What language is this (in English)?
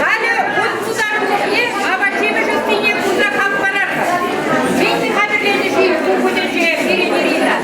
Chuvash